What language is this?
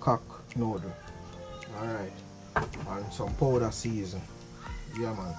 Jamaican Creole English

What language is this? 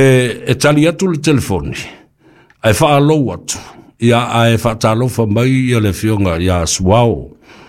Samoan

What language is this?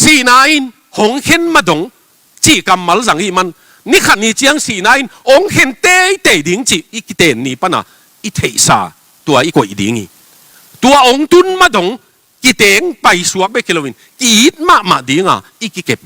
Tedim Chin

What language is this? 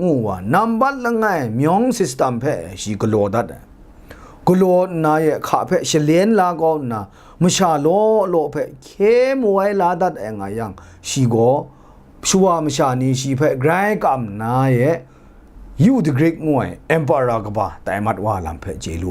Kachin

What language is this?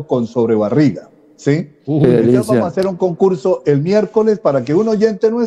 Spanish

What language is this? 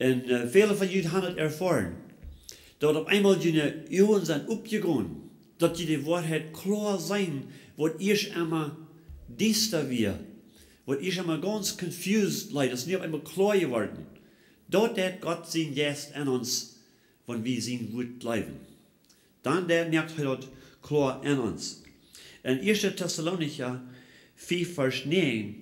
Plautdietsch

